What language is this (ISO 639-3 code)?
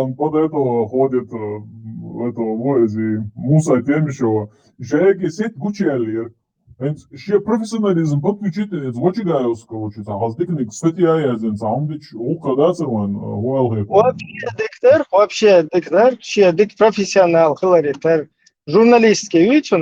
che